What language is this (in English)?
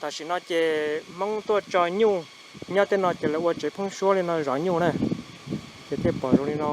Hmong